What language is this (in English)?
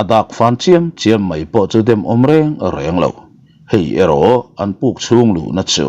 Mizo